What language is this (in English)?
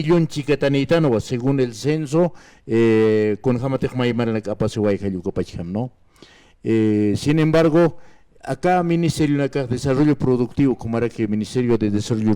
Aymara